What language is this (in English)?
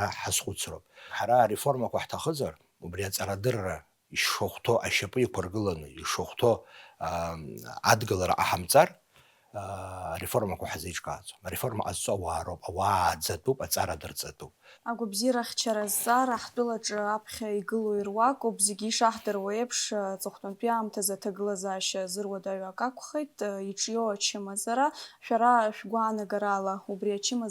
Abkhazian